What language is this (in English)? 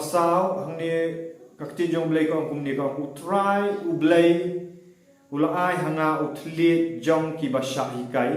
Khasi